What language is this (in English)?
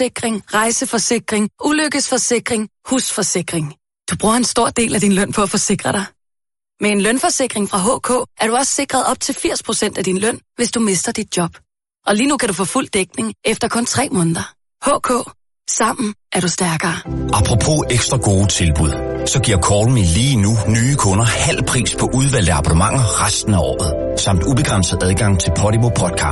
Danish